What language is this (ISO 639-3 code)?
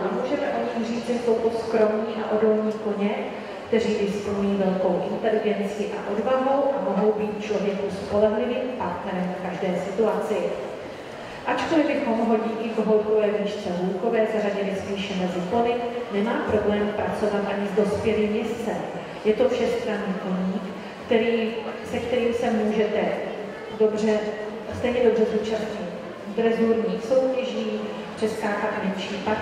ces